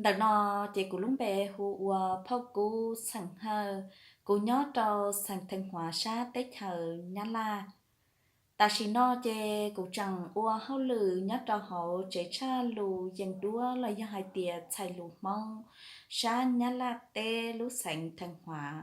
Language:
Hmong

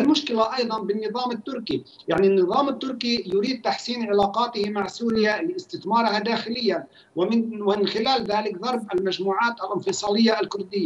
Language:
Arabic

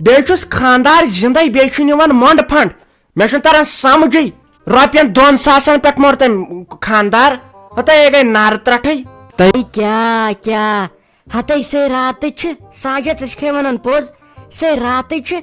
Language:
Kashmiri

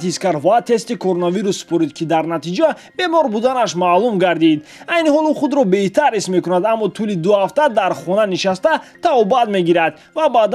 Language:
Tajik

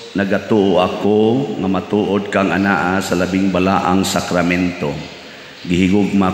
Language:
Cebuano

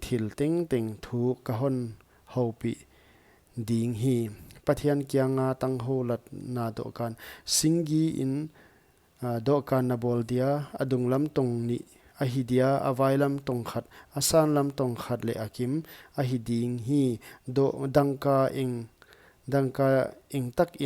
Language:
Paite Chin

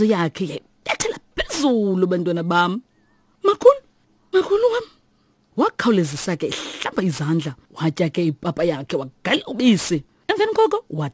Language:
Xhosa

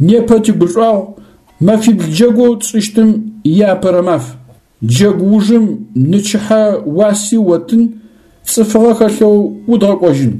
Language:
Adyghe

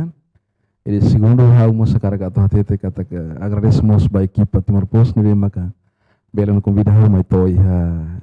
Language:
Tetum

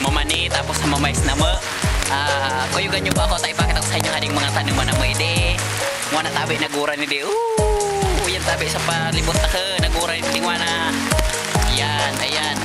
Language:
Bikol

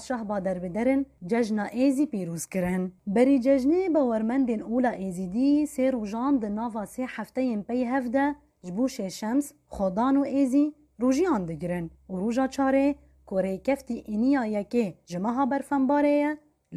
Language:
Kurdish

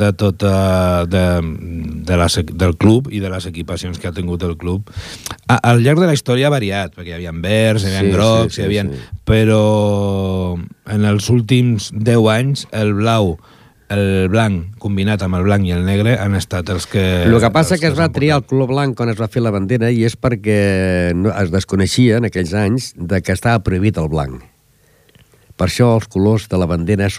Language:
Catalan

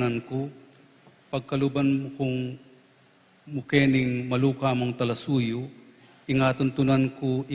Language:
Pampanga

